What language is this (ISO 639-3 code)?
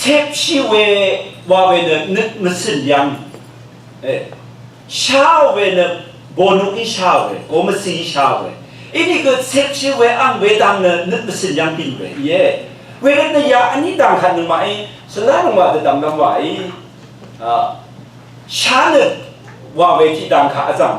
raw